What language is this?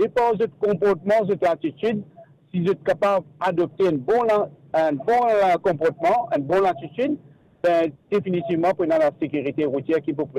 Morisyen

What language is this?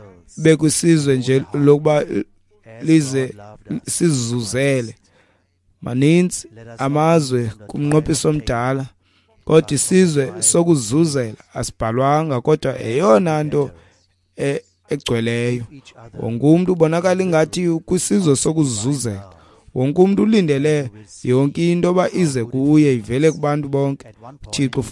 Xhosa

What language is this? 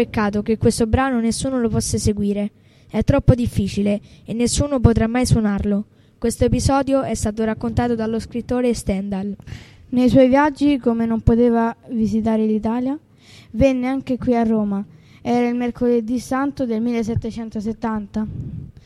Italian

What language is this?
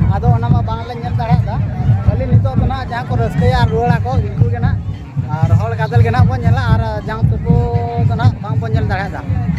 Santali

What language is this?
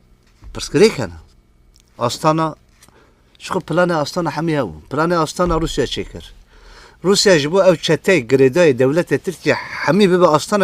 Kurdish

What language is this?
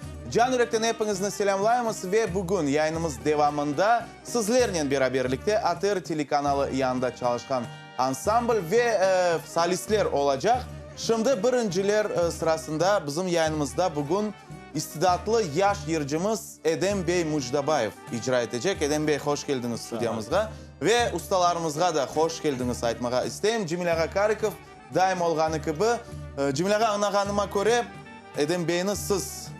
Crimean Tatar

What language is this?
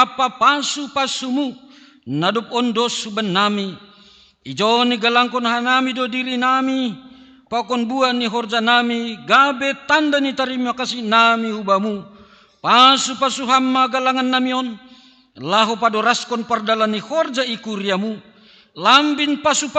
Batak Simalungun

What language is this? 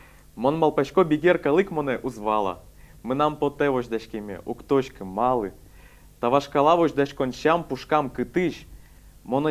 Udmurt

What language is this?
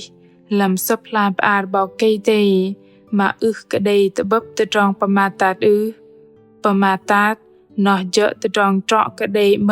Bahnar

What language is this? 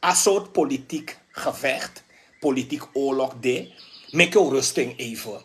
Sranan Tongo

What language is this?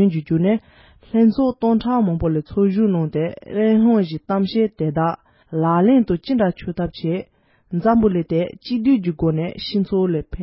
Tibetan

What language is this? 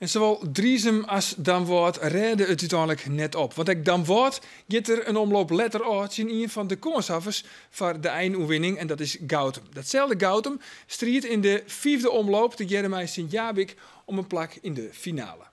Western Frisian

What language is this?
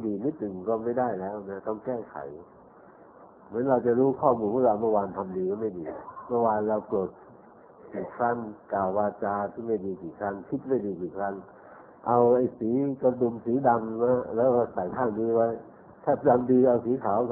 Thai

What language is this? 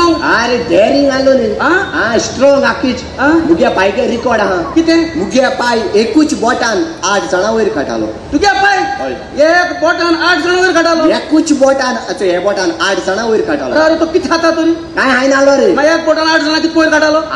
Konkani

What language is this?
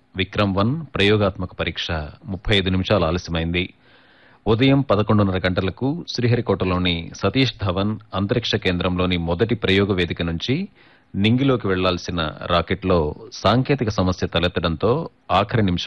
Telugu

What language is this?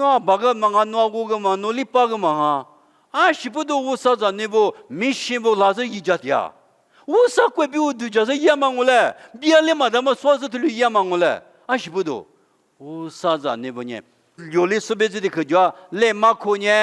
Lisu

